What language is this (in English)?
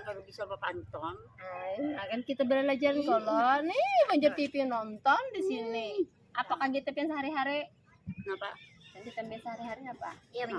Banjar